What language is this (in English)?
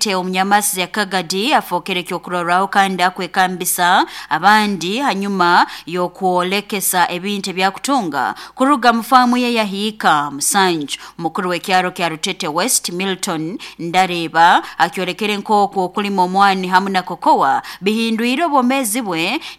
Nyoro